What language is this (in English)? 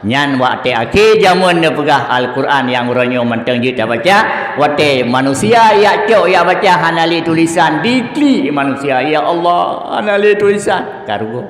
Achinese